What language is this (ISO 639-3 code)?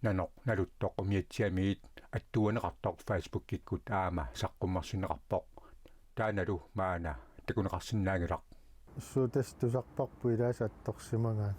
kal